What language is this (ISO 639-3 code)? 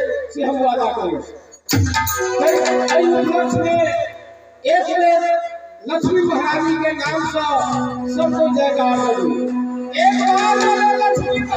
mai